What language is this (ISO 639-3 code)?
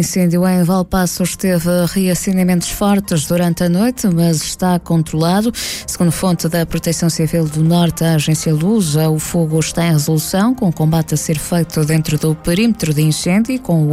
por